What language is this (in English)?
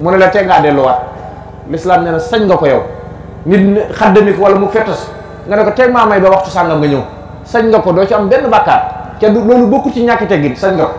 Wolof